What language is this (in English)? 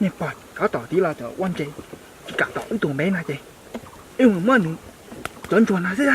Hmong